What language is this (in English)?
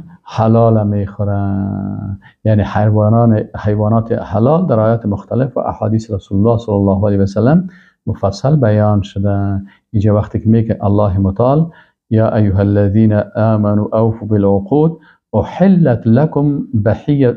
Persian